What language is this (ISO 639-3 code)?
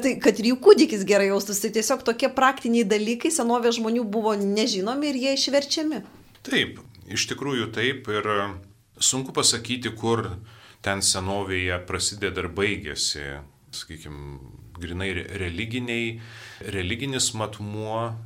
lit